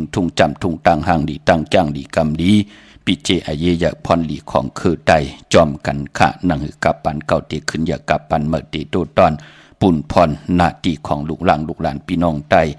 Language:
Shan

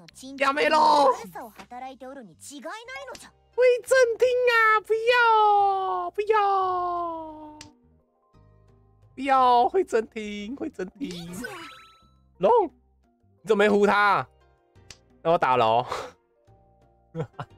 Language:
Chinese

